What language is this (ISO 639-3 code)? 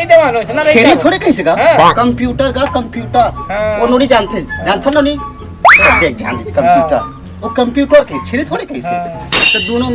hne